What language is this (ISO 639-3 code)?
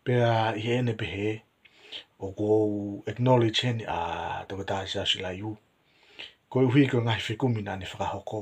ton